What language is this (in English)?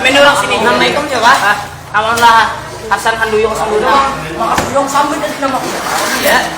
Banjar